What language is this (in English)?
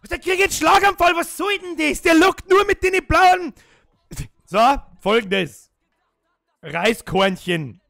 Bavarian